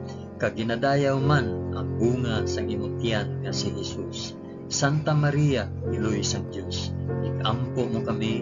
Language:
Hiligaynon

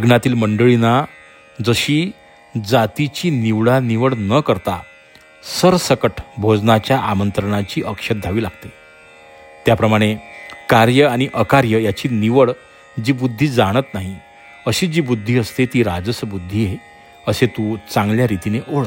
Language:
Marathi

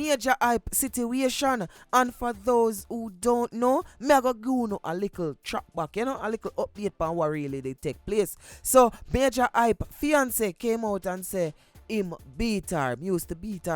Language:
Jamaican Creole English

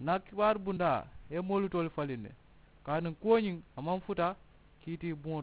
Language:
Mandingo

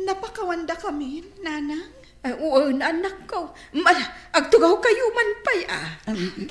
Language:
Iloko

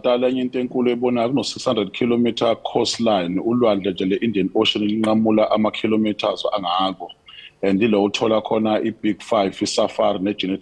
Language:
Zulu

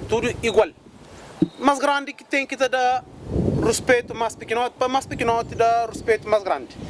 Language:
Kabuverdianu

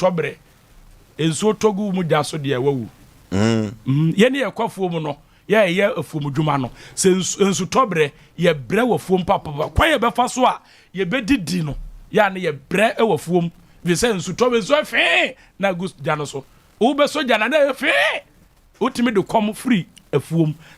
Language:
Akan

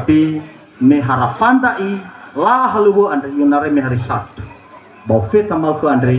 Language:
Nias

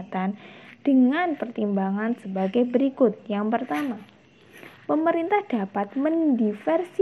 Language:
Indonesian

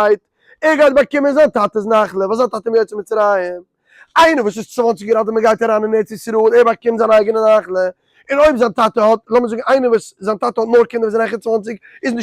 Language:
Yiddish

